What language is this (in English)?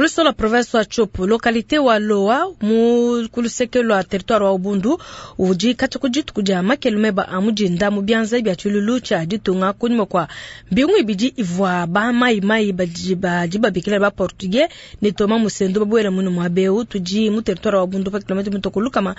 Luba-Lulua